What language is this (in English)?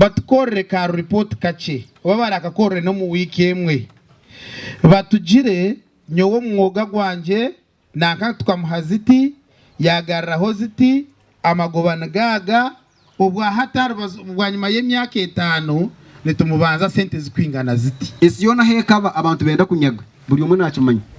Nyankole